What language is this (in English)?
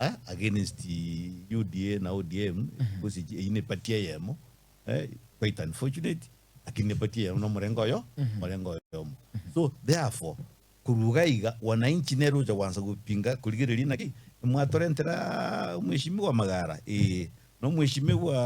Gusii